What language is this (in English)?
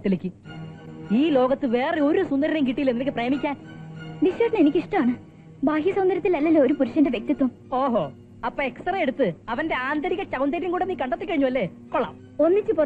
Malayalam